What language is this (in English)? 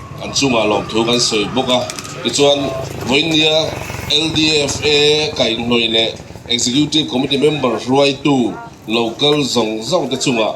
Mizo